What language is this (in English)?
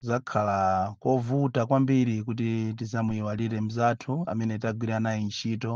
Nyanja